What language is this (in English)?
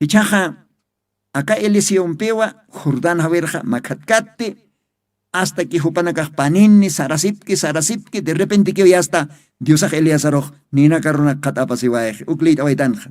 Aymara